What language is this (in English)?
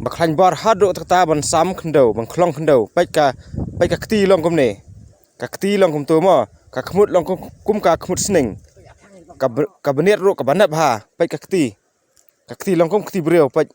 Khasi